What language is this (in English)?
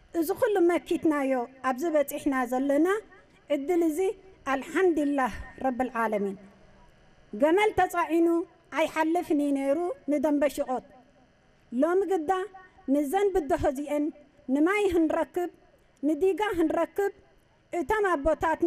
Tigrinya